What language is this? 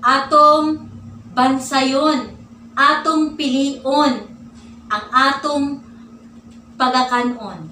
Cebuano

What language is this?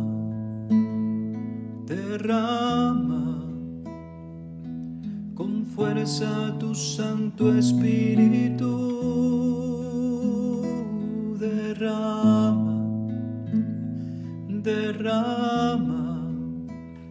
Spanish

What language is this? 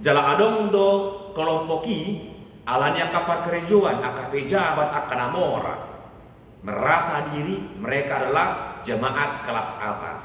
Batak Toba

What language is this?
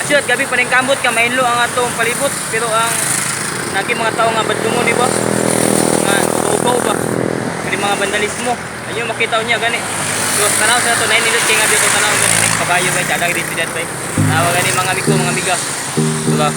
Cebuano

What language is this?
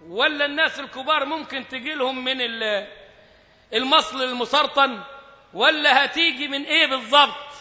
Egyptian Arabic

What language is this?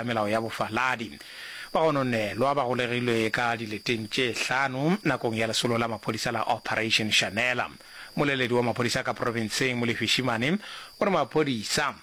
Northern Sotho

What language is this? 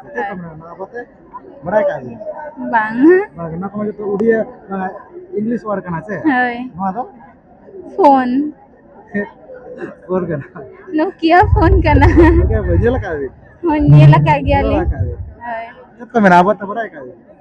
Santali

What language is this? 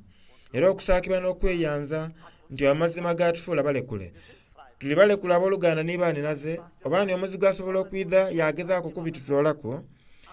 Soga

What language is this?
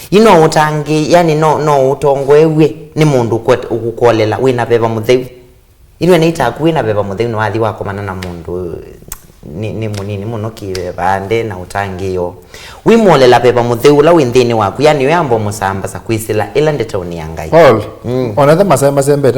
Kamba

